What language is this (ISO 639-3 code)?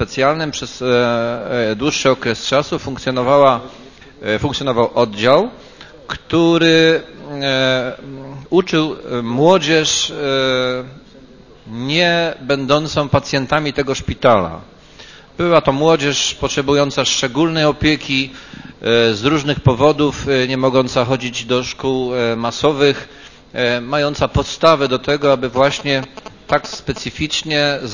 pol